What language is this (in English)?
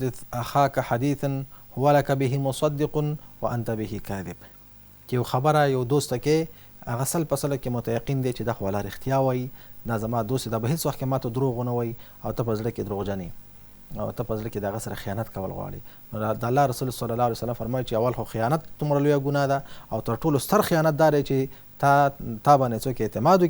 Pashto